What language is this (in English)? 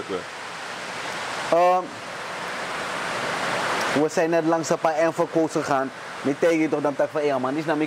Dutch